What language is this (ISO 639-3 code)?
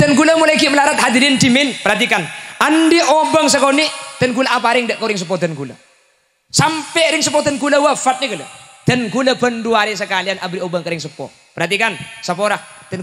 mad